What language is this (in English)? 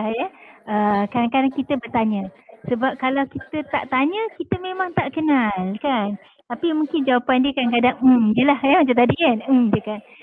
Malay